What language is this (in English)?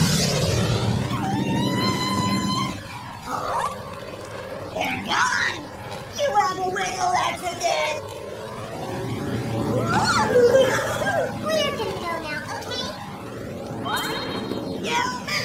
English